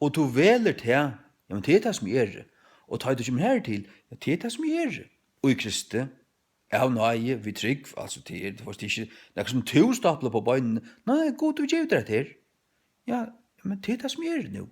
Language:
Faroese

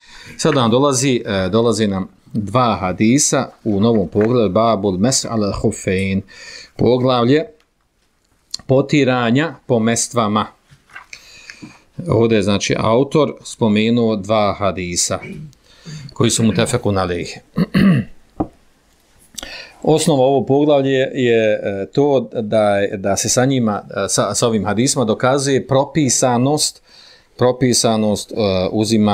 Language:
Bosnian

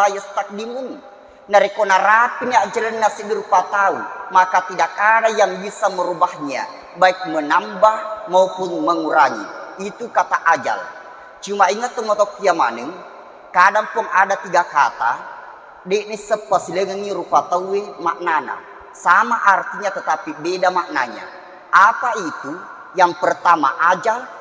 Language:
Buginese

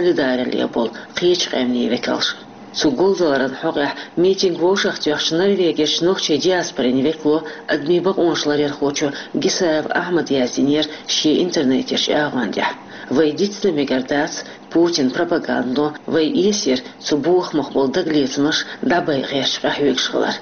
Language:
Chechen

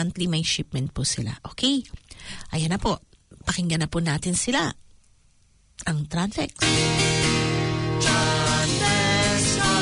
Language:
Filipino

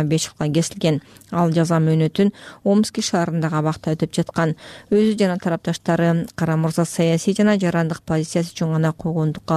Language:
Kyrgyz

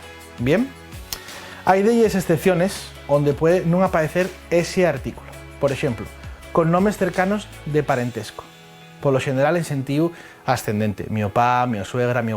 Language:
Asturian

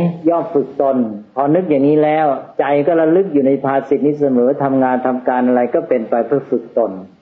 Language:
Thai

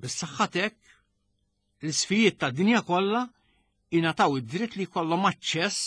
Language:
Maltese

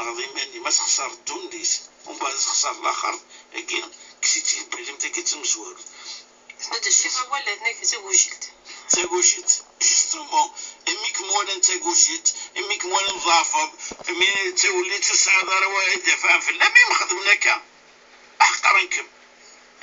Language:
Kabyle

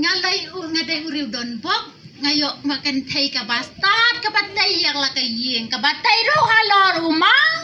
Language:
Khasi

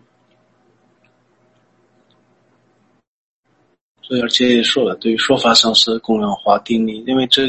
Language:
Chinese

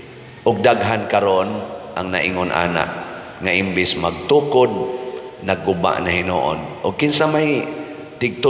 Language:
Cebuano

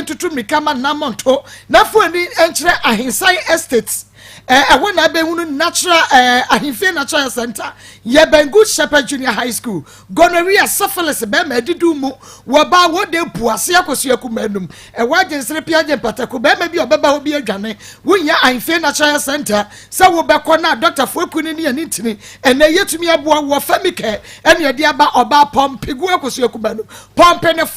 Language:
Akan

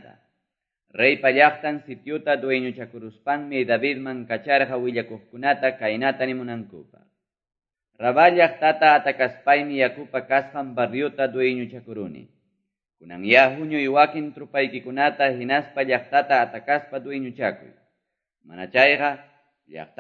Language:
Quechua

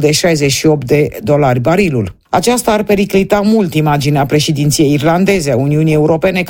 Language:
Romanian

